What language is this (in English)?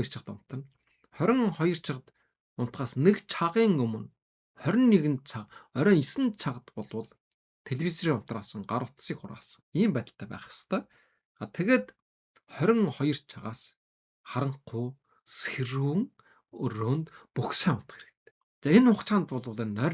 Mongolian